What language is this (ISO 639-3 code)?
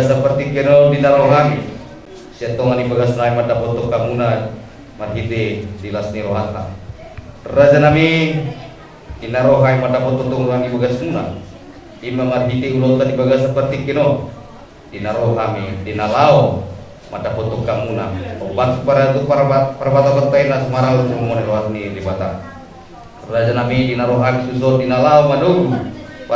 bbc